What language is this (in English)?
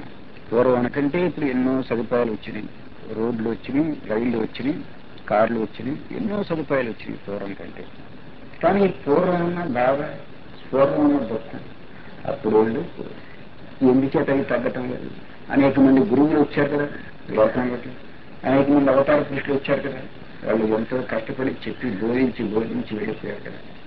Telugu